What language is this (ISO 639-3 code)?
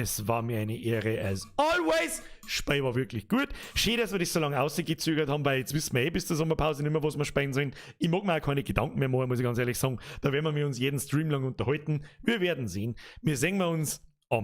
bar